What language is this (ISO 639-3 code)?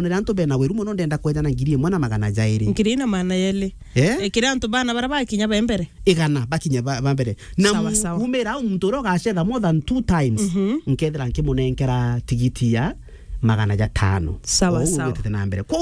mer